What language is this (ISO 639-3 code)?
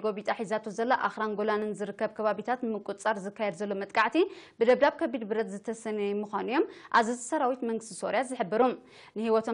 tir